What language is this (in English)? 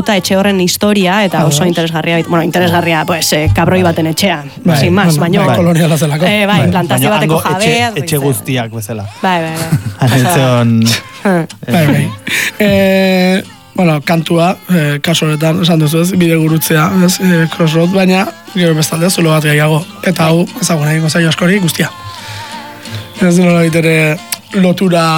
Basque